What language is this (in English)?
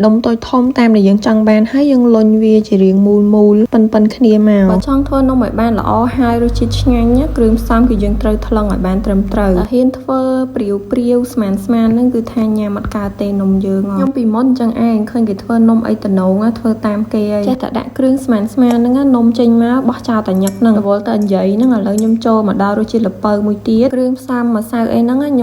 Khmer